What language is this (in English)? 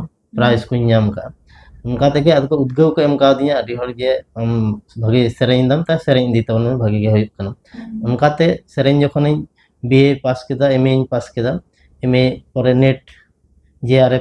Santali